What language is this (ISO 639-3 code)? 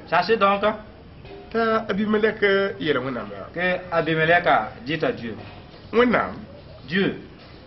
mos